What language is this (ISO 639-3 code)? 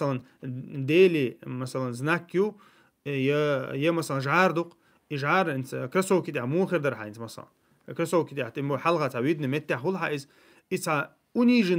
che